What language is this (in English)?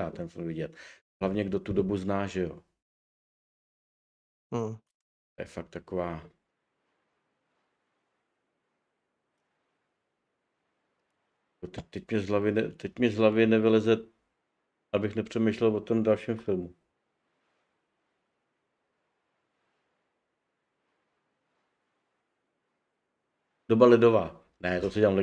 Czech